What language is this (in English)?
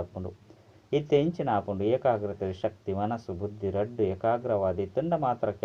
Tulu